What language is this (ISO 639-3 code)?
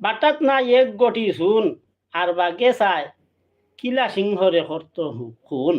syl